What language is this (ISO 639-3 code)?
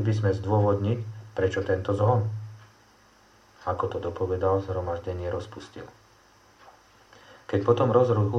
slk